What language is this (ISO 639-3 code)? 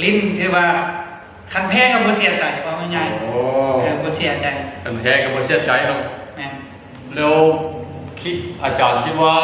lao